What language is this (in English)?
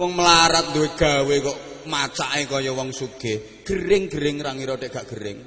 Javanese